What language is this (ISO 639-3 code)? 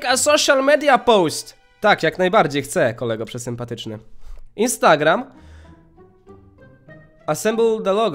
pol